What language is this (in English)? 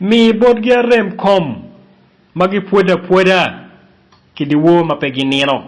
Acoli